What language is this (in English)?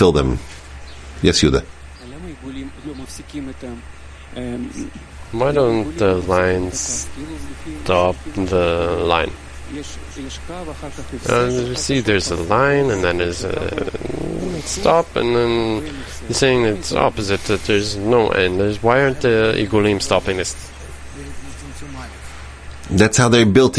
English